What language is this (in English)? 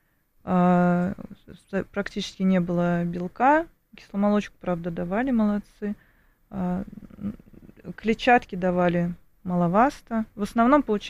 Russian